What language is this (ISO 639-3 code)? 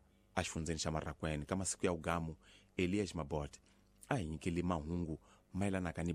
tso